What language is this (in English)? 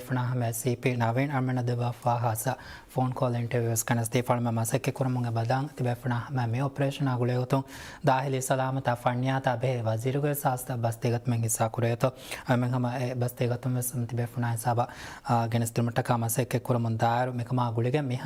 Divehi